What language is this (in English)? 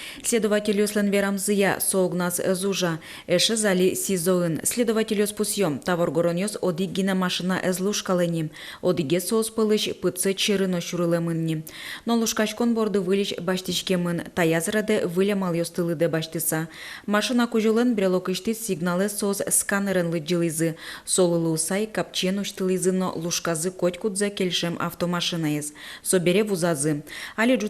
Udmurt